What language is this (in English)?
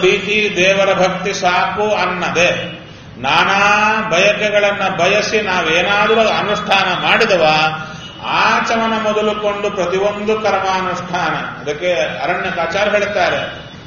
Kannada